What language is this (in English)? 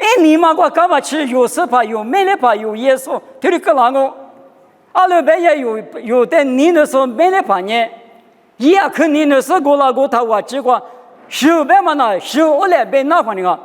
Lisu